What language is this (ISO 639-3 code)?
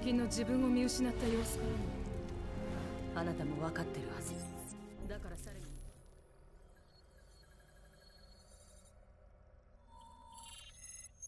jpn